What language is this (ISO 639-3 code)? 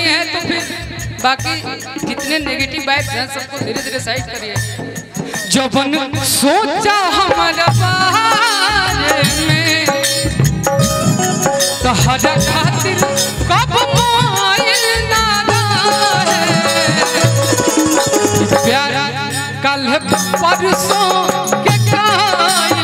bho